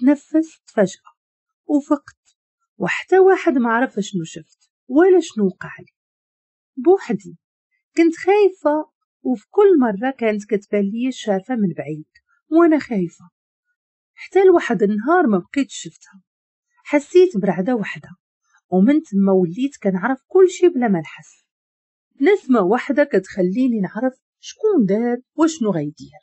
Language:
Moroccan Arabic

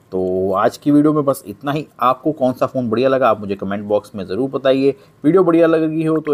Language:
Hindi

